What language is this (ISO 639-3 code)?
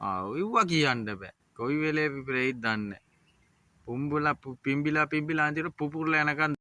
sin